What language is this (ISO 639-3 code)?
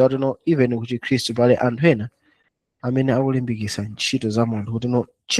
nya